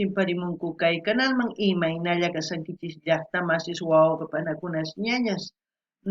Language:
South Bolivian Quechua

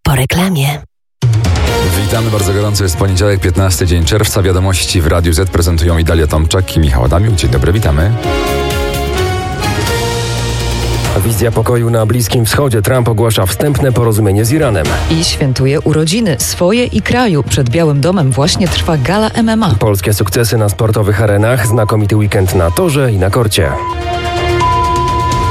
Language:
Polish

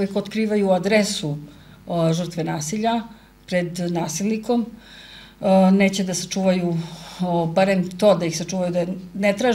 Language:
Serbian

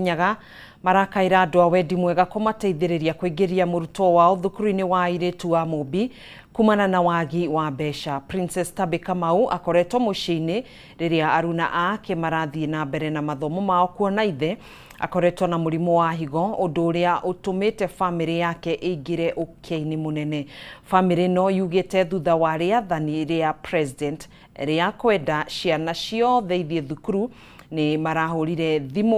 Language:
Kikuyu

